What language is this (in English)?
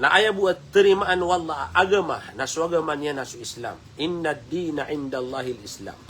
Maranao